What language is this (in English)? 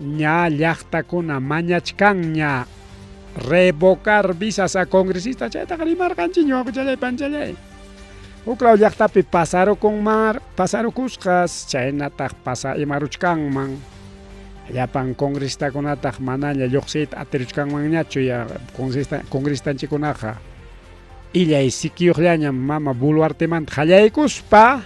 Ayacucho Quechua